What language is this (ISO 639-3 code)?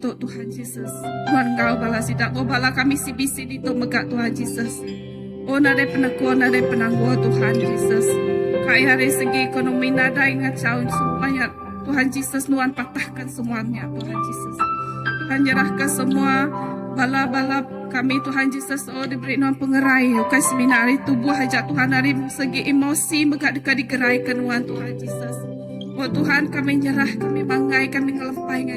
iba